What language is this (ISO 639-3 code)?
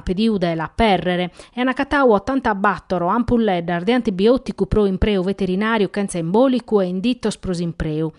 srd